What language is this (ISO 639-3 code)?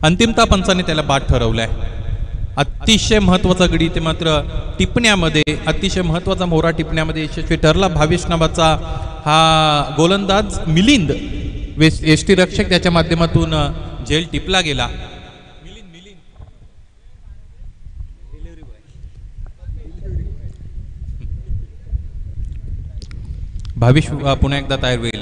mar